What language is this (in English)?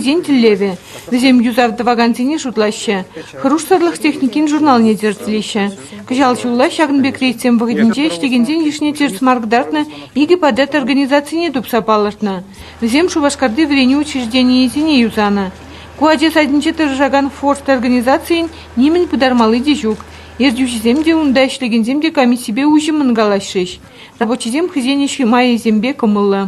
Chuvash